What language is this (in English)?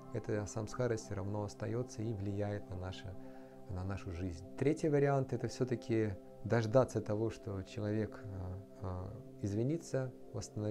Russian